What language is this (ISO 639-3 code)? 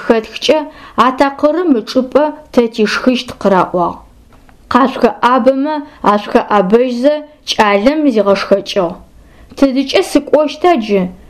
ady